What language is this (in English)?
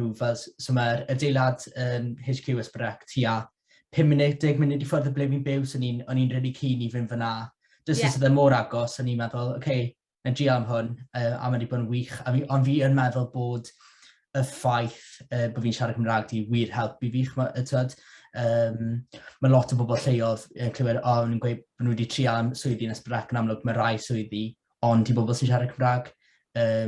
Welsh